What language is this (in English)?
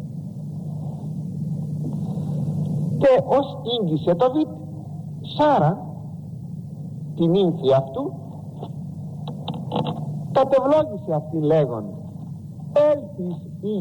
Greek